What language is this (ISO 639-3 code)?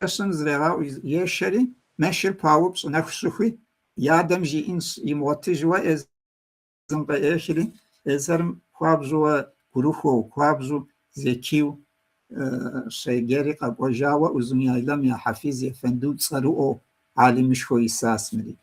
kbd